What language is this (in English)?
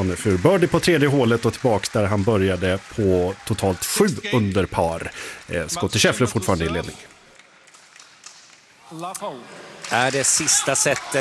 Swedish